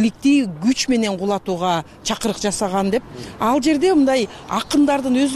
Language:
Kyrgyz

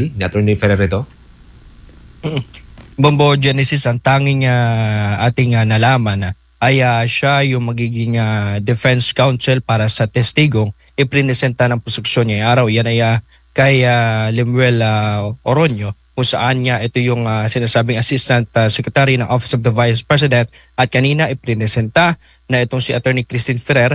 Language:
Filipino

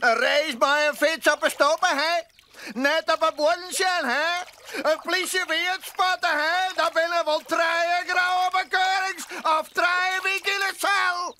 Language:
Western Frisian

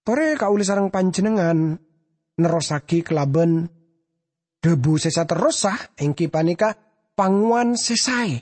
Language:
Madurese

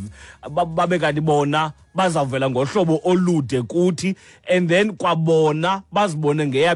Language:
Xhosa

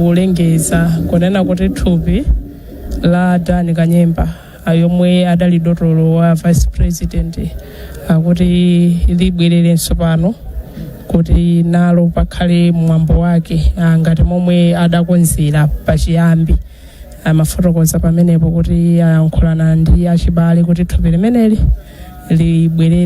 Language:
Nyanja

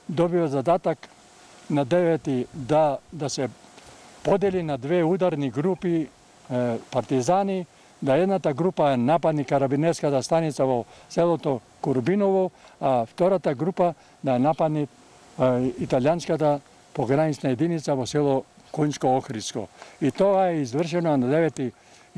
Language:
Macedonian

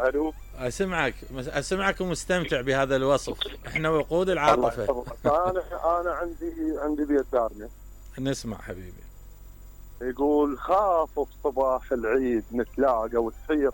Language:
Mesopotamian Arabic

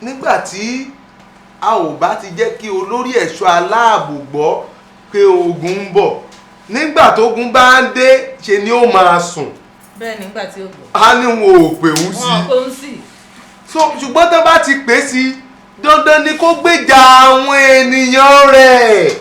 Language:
Yoruba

